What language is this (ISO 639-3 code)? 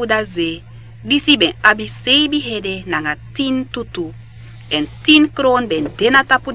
srn